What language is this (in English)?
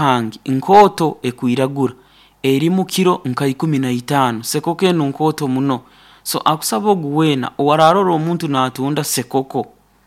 Nyankole